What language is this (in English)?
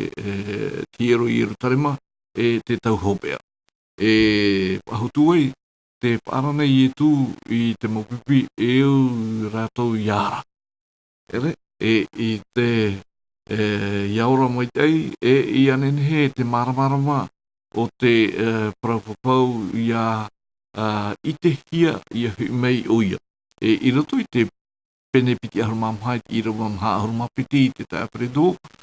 Tahitian